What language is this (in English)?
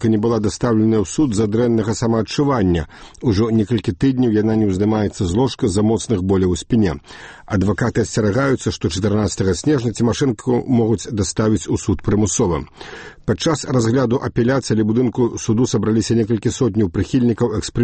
Belarusian